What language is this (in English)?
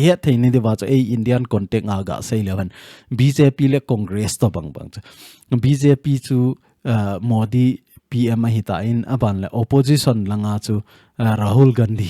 Thado Chin